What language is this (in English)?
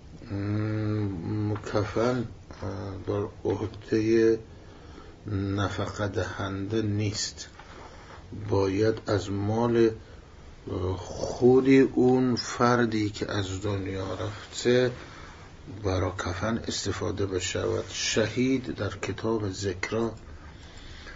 Persian